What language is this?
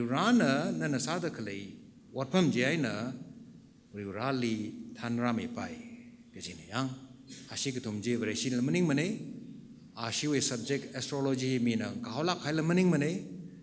Tangkhul Naga (India)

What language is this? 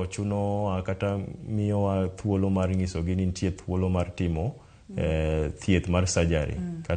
Luo (Kenya and Tanzania)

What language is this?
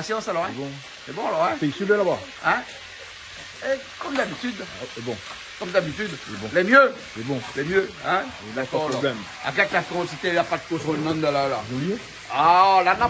Réunion Creole French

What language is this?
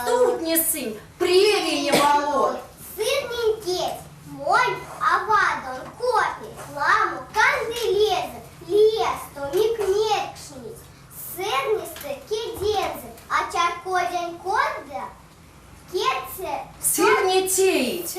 Erzya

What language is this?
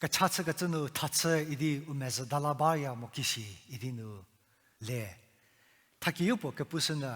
Angami Naga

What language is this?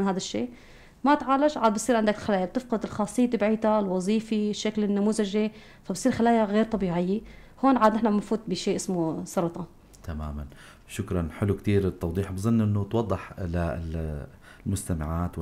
North Levantine Arabic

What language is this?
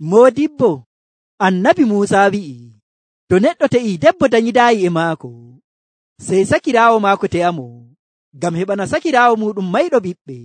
Nigerian Fulfulde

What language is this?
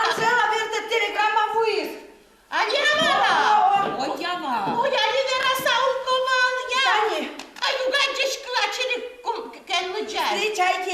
Udmurt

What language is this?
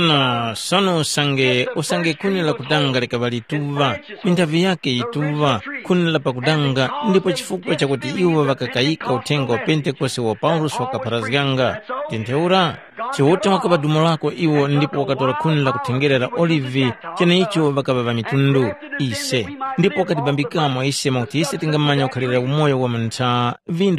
Tumbuka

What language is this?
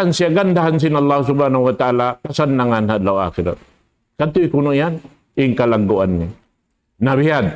Tausug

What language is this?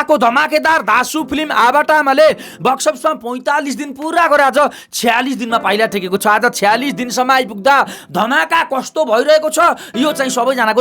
Nepali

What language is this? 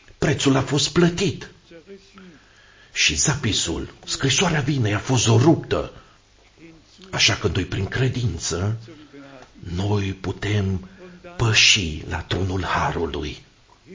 Romanian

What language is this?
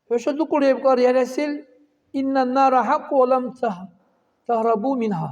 Dargwa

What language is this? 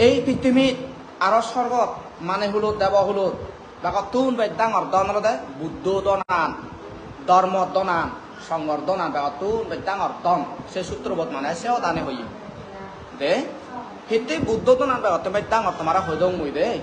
Chakma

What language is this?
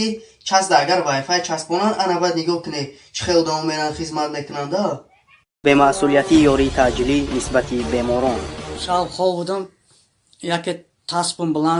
Tajik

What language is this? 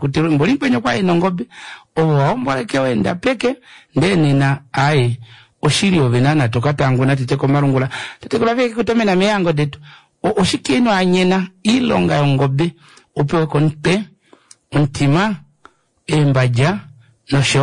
Kuanyama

